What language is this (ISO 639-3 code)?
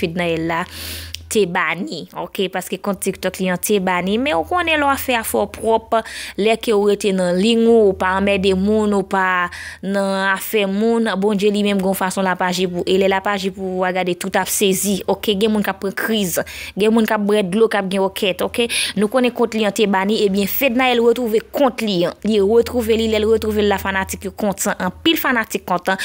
hat